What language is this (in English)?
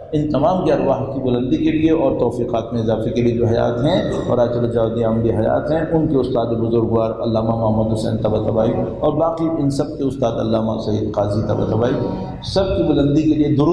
Urdu